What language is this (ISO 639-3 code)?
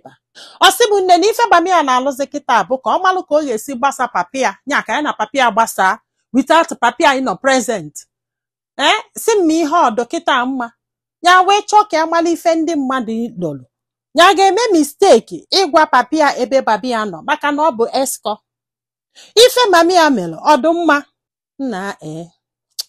ibo